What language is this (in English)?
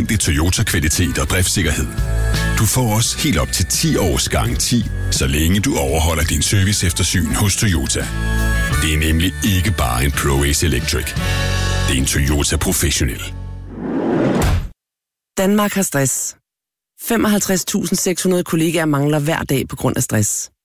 Danish